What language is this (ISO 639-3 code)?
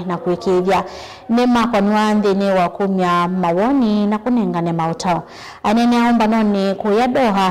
kam